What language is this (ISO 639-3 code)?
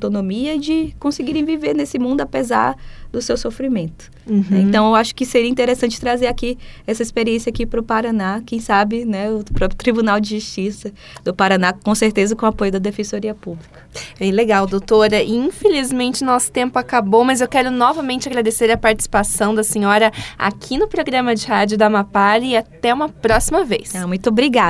por